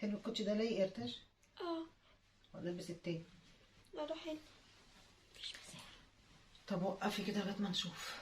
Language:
Egyptian Arabic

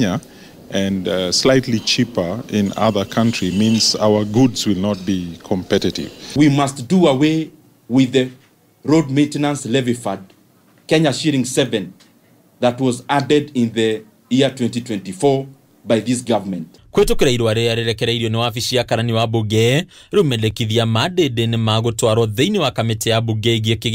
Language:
Kikuyu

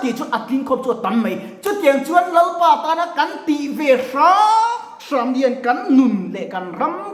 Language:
Mizo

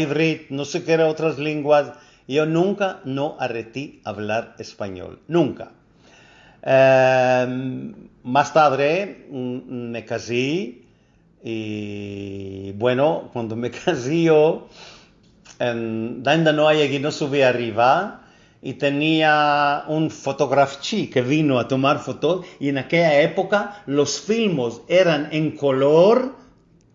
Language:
Ladino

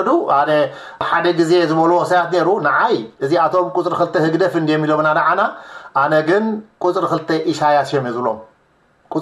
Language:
Tigrinya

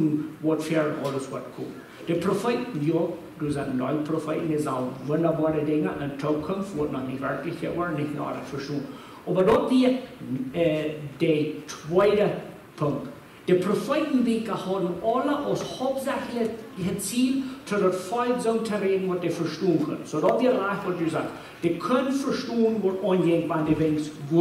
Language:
Plautdietsch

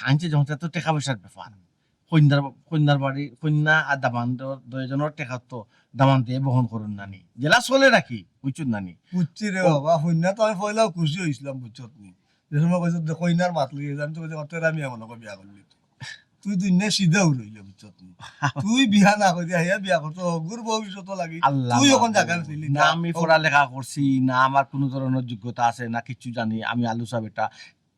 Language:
Sylheti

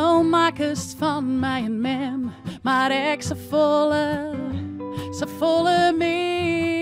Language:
Western Frisian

